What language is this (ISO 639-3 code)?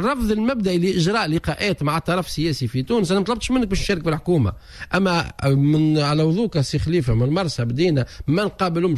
aeb